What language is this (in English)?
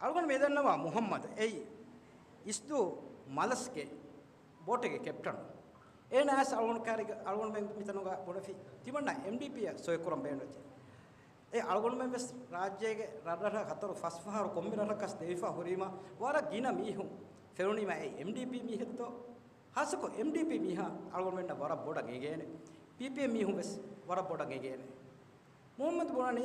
Divehi